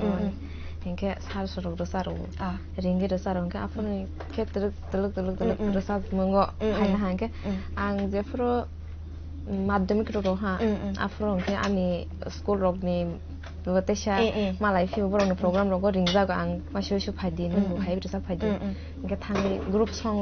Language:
Kok Borok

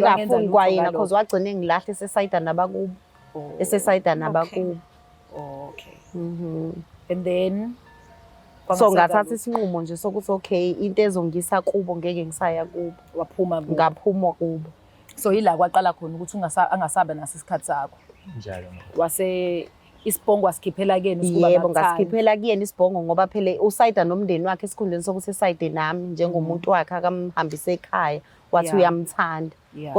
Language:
Zulu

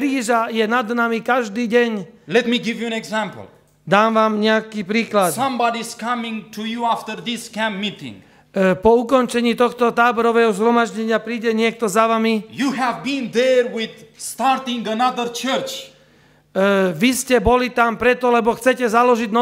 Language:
Slovak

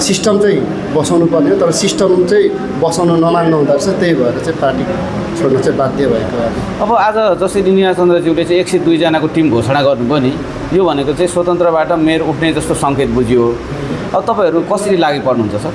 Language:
Nepali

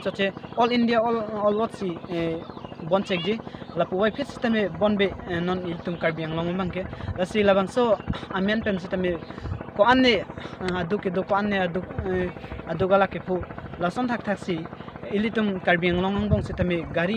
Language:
Karbi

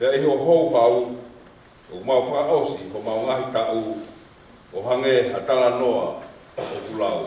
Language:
Tongan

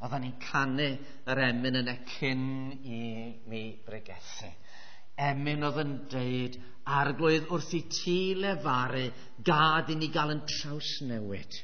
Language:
Welsh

